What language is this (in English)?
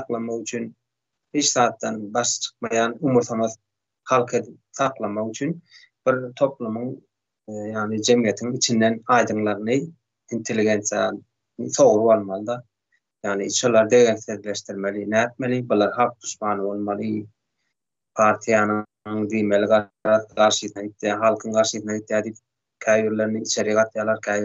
Turkmen